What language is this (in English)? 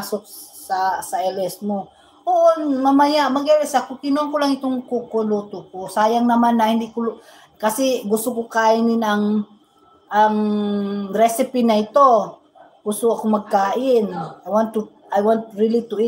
Filipino